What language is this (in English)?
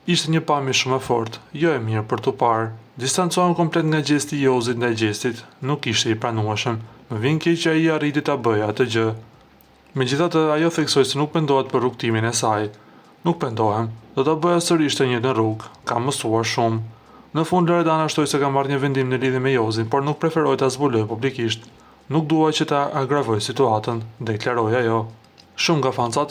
Albanian